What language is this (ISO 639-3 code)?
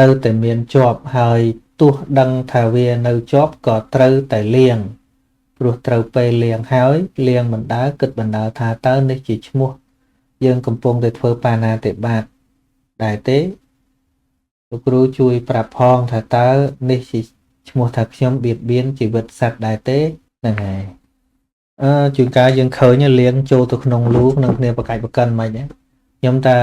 khm